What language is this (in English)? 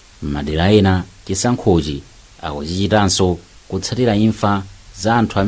Nyanja